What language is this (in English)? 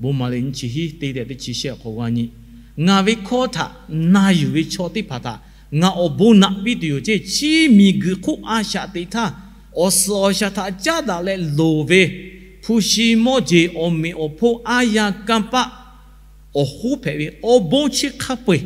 Lahu